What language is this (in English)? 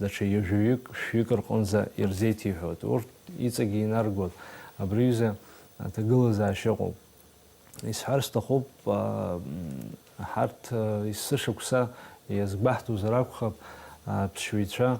Abkhazian